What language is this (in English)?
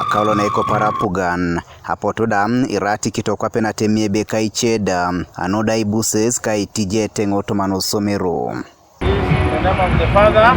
Teso